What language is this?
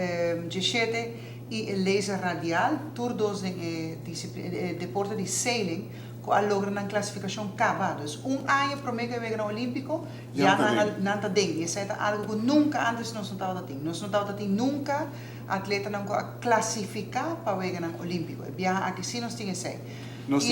Papiamento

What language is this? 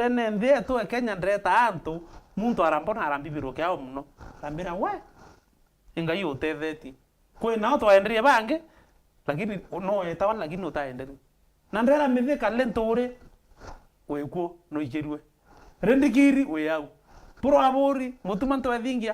Meru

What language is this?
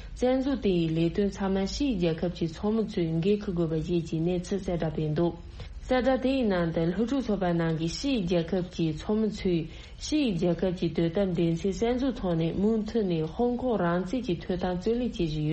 Tibetan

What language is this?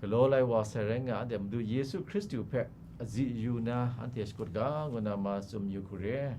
Kachin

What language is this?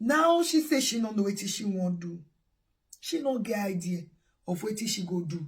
Nigerian Pidgin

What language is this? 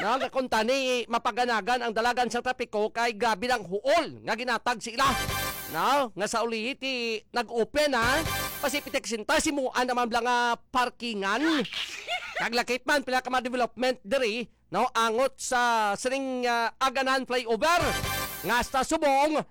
Hiligaynon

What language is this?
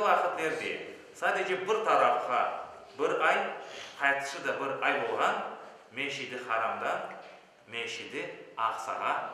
Crimean Tatar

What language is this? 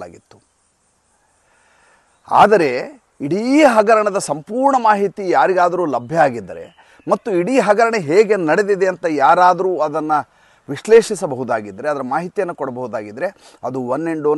Kannada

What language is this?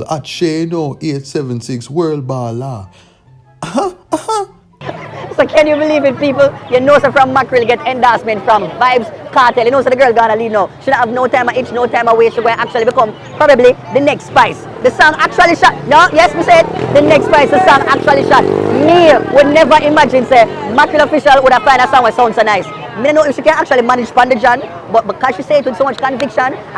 Jamaican Creole English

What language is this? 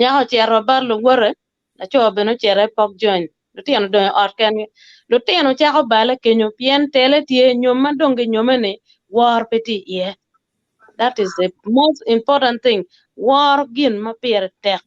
Acoli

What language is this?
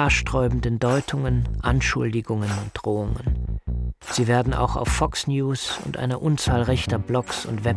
German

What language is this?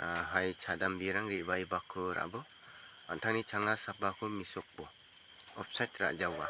Garo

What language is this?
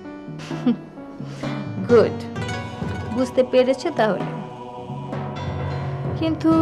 Bangla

